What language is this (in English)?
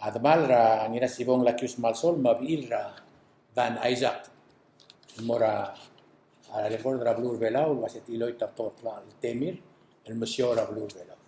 Palauan